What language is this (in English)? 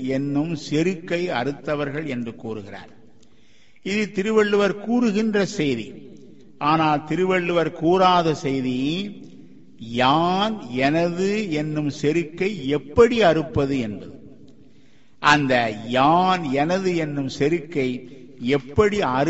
Tamil